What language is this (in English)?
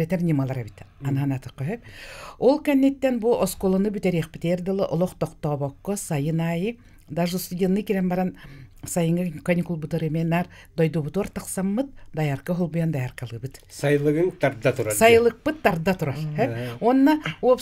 Yakut